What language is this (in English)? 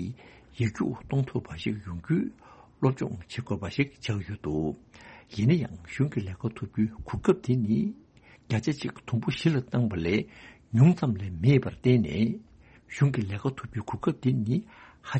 Tibetan